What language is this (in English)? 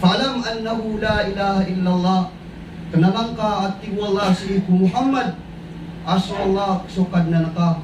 Maranao